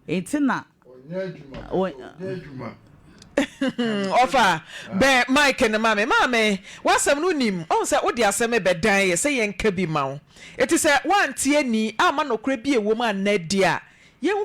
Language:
Akan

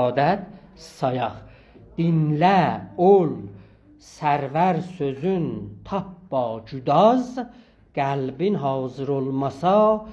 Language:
South Azerbaijani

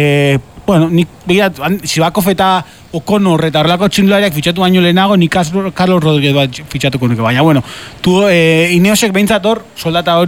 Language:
Basque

